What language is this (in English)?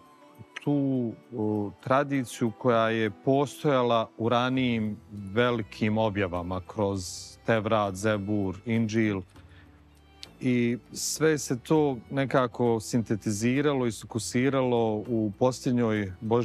Bosnian